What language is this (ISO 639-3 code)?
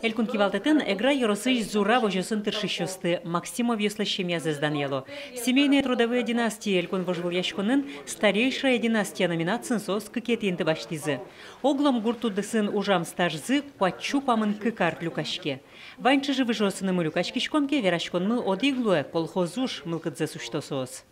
udm